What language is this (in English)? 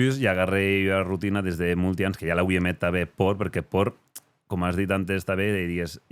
Occitan